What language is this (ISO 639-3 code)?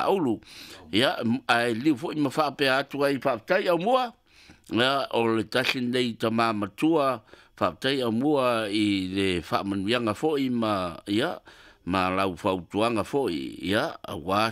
smo